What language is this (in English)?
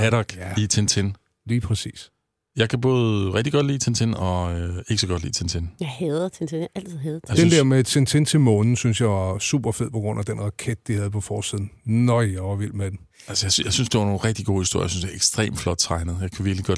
Danish